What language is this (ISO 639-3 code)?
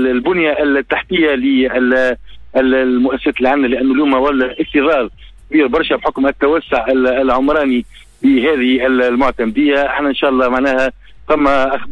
aeb